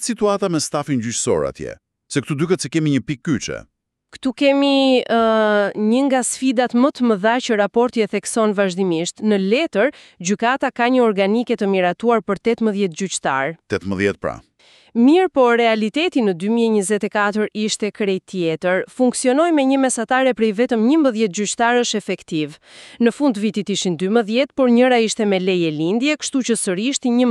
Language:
Albanian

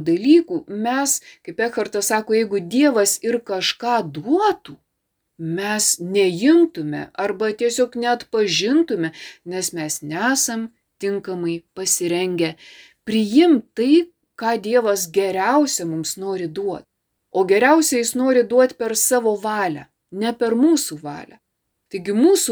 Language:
Lithuanian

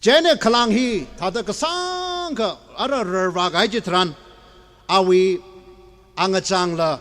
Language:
Tangkhul Naga (India)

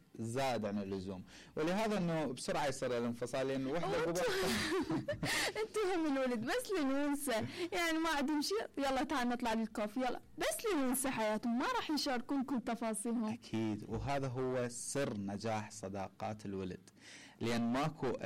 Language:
Mesopotamian Arabic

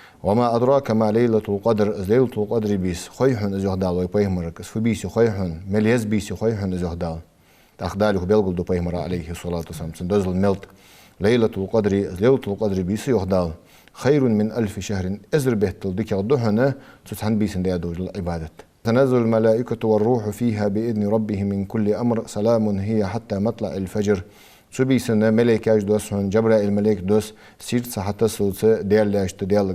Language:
Ingush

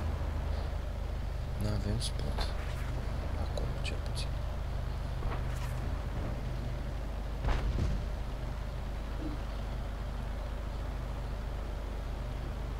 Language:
Romanian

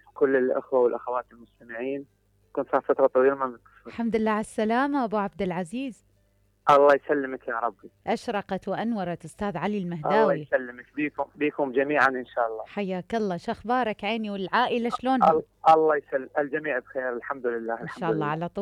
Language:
Mesopotamian Arabic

